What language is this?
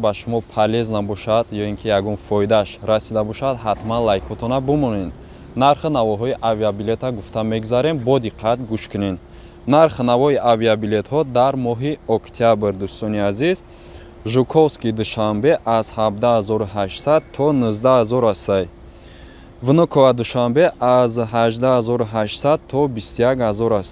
Tajik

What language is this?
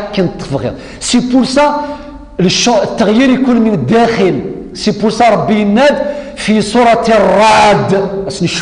Kabyle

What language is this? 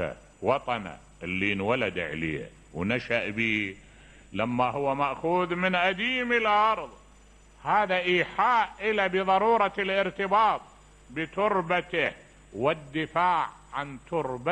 Mesopotamian Arabic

